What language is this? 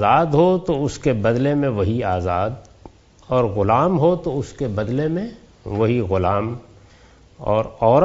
Urdu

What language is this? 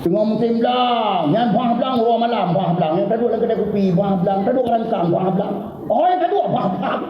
Achinese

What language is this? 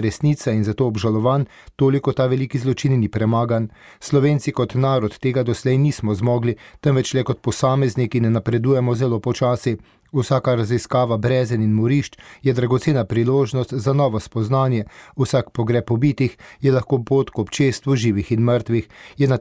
Slovenian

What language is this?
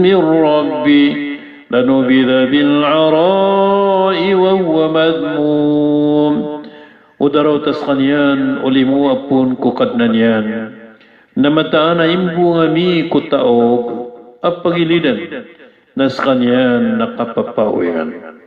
Maranao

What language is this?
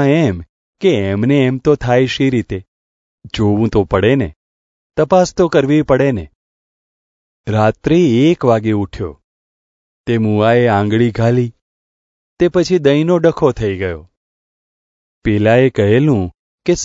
Gujarati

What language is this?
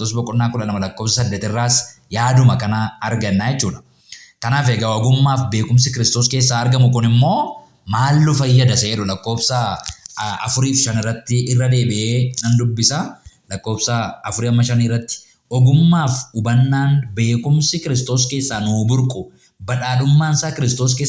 Oromo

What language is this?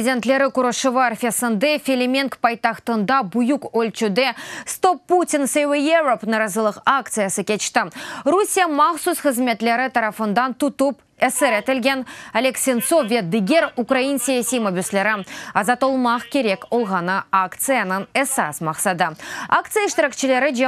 Crimean Tatar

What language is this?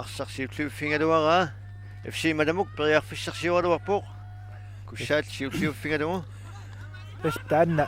Kalaallisut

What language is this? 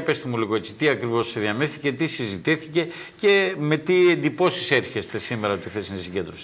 Greek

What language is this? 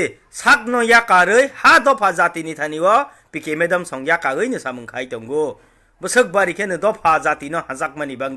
Kok Borok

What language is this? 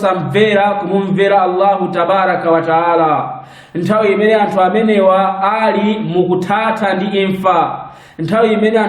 Nyanja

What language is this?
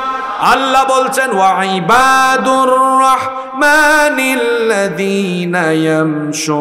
Bangla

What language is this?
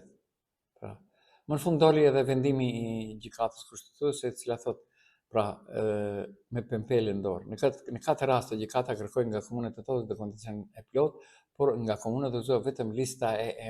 Albanian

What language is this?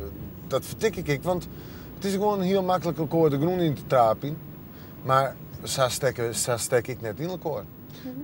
Western Frisian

